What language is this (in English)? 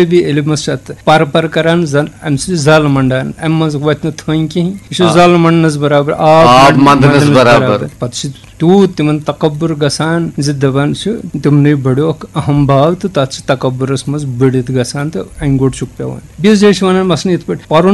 Kashmiri